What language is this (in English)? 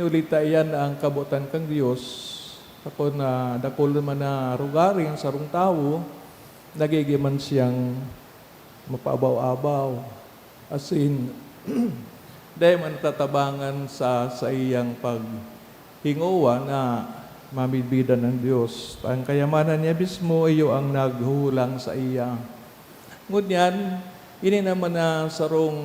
Bikol